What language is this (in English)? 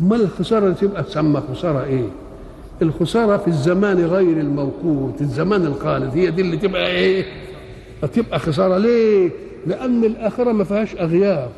Egyptian Arabic